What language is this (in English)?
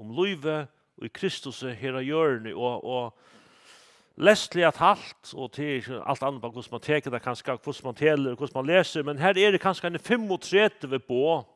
Faroese